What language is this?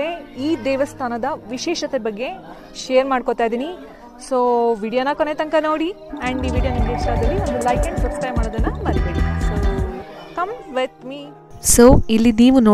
Kannada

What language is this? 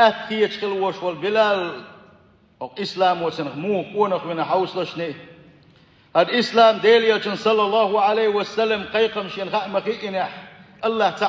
Chechen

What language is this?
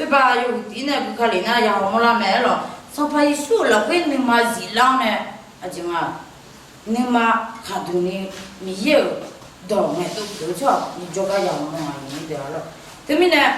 Akha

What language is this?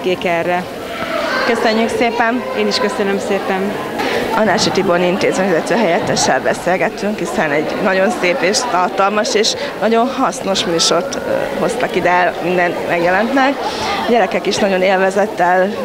Hungarian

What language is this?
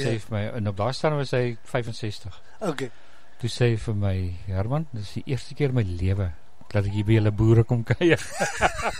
Afrikaans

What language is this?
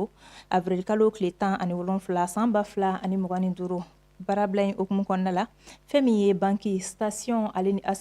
Bambara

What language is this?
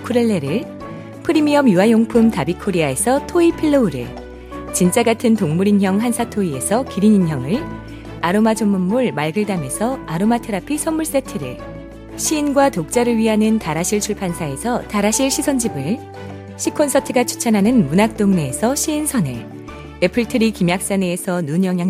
Korean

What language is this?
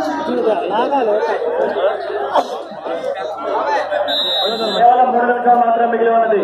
Telugu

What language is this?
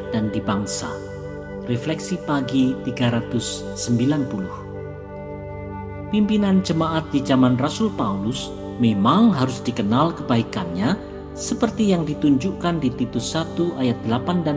Indonesian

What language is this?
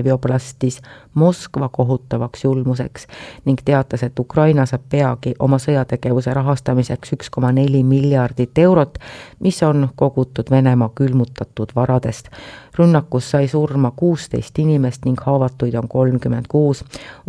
Estonian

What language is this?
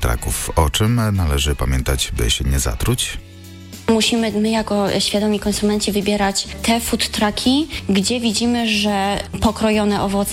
Polish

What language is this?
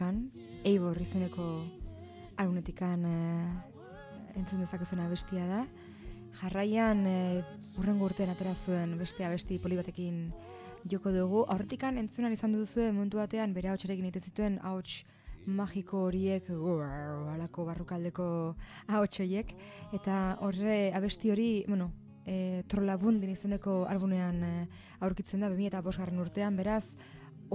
Basque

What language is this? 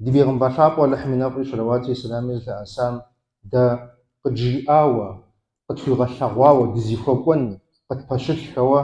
Kabardian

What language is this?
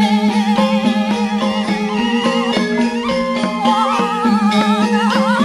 Indonesian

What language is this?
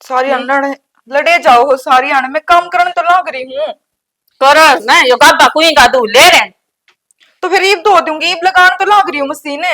Haryanvi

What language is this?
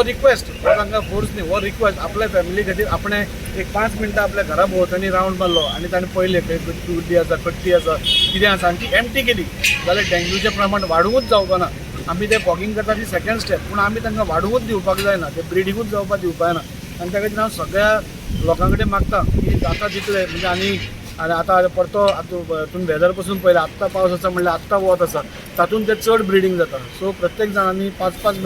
Konkani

